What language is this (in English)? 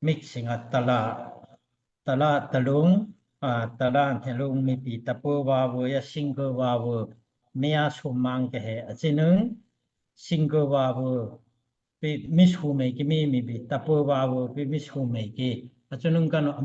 Daai Chin